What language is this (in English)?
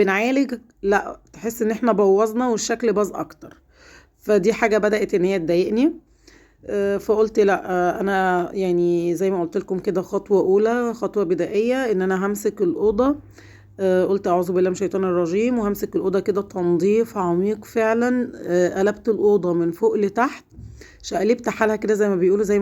Egyptian Arabic